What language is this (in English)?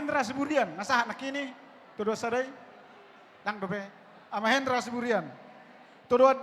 Batak Toba